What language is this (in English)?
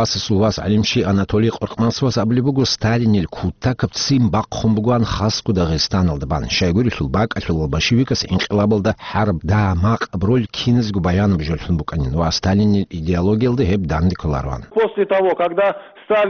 Avaric